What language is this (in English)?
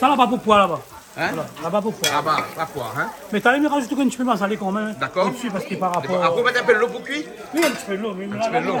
Réunion Creole French